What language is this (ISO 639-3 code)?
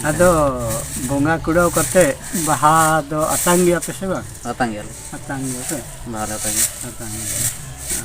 sat